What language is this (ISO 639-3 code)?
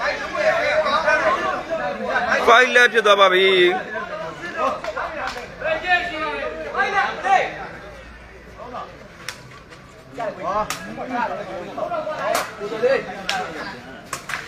mya